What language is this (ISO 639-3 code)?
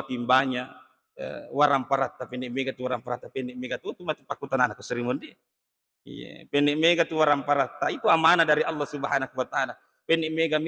bug